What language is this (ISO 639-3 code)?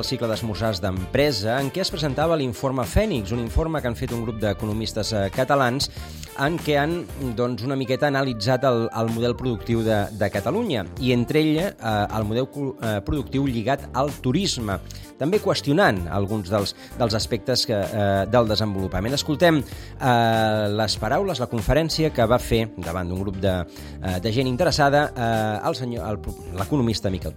cat